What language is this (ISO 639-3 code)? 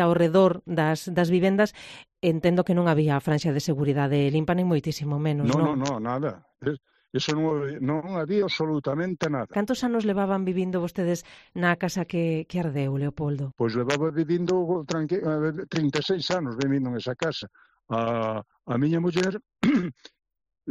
glg